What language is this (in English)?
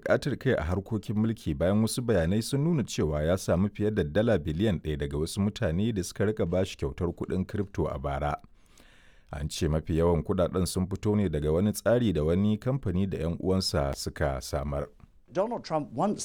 Hausa